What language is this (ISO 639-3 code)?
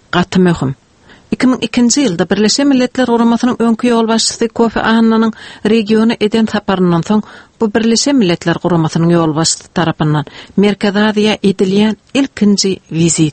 tuk